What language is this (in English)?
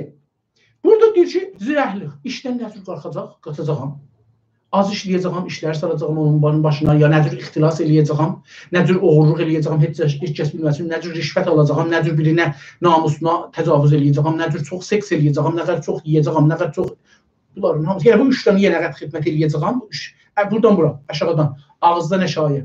South Azerbaijani